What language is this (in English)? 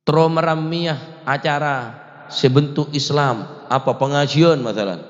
Madurese